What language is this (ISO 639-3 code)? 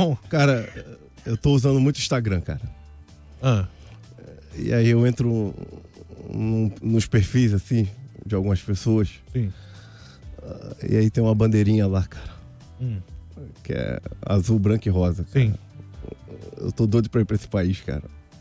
por